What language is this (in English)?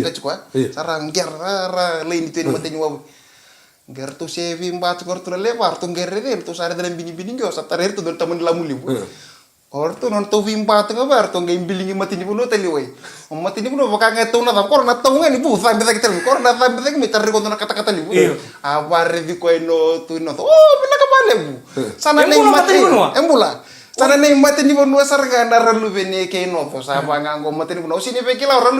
Fijian